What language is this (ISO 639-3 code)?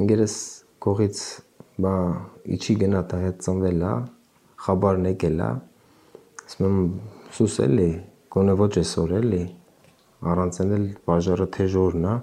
hye